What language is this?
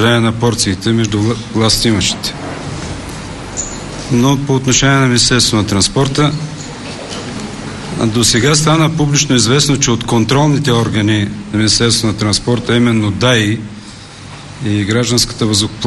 Bulgarian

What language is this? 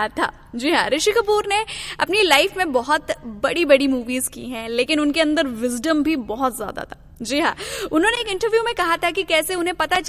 Hindi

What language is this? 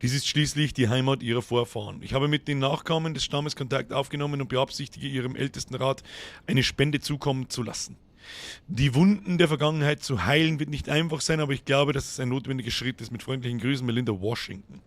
Bavarian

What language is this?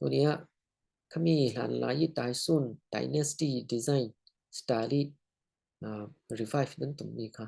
Falam Chin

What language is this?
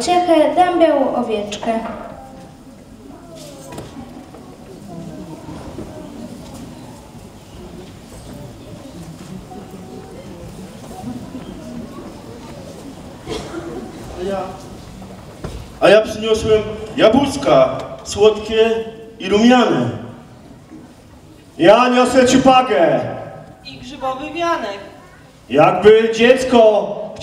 Polish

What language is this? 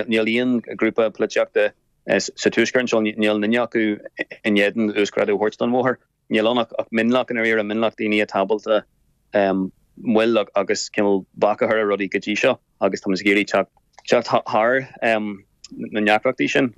Irish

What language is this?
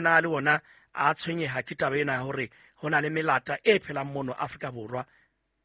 Southern Sotho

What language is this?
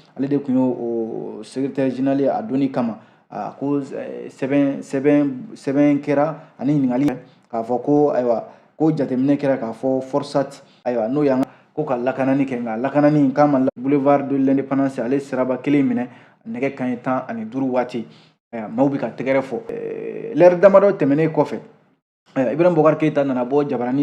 Bambara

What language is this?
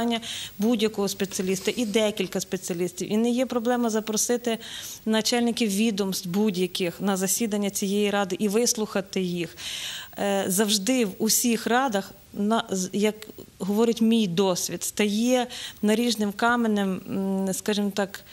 Ukrainian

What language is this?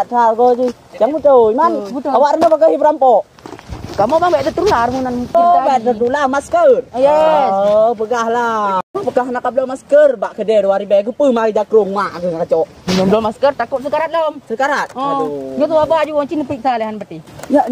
Achinese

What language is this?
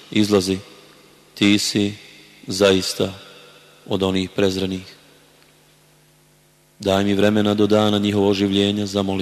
Bosnian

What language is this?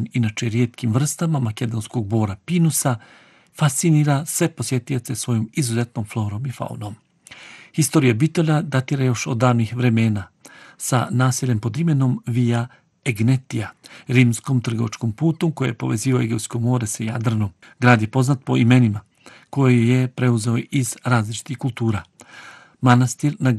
Bosnian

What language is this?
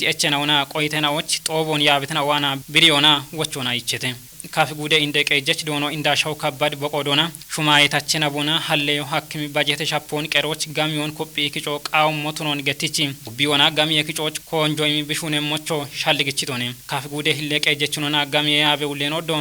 Kafa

